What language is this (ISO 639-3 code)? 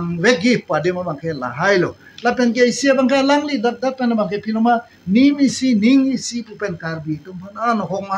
mjw